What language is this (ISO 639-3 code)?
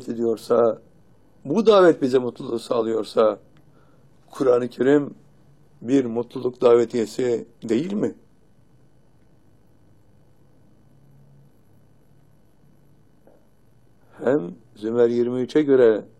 tur